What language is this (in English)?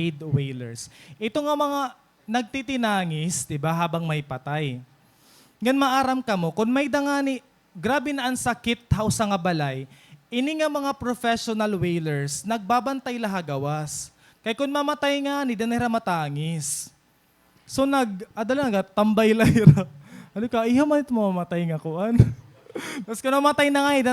Waray